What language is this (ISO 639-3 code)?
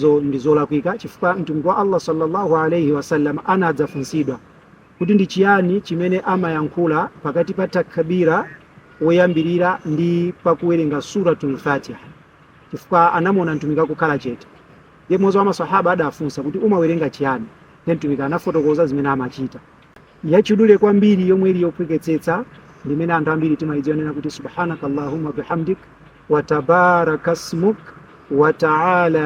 nya